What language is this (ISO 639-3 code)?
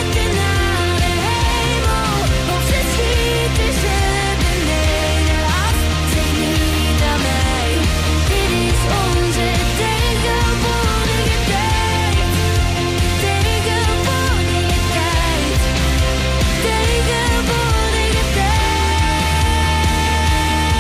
nld